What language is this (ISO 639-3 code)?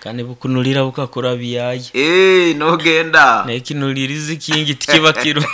nyo